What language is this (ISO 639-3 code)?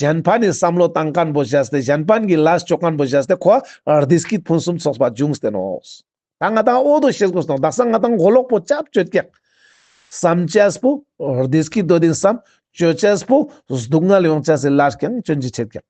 lbj